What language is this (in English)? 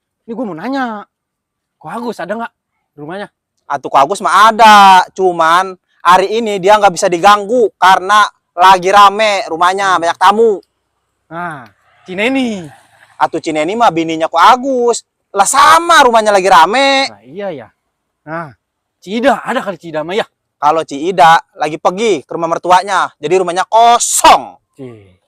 Betawi